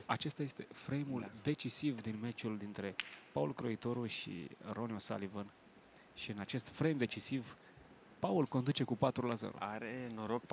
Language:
Romanian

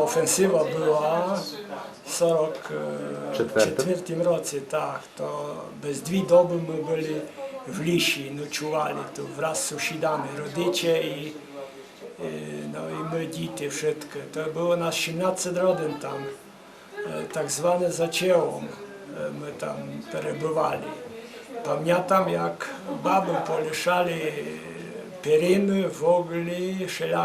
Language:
Rusyn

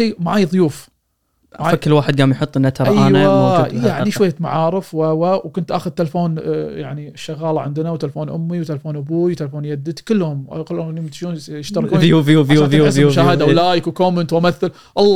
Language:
Gulf Arabic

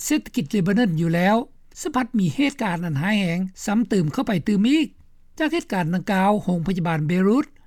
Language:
Lao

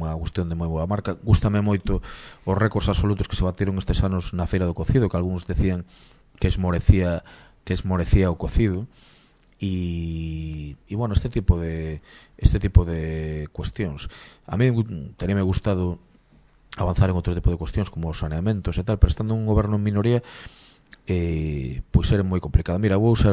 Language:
Galician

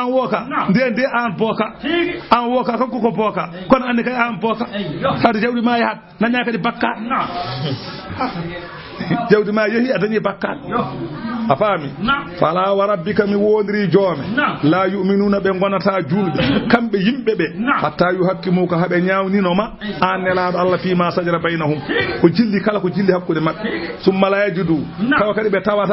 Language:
Fula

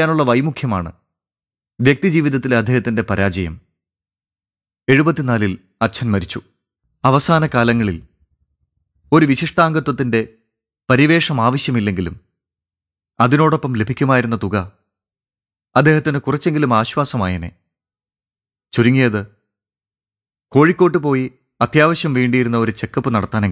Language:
Malayalam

